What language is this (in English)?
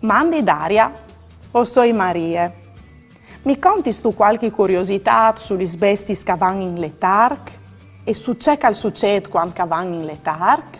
Friulian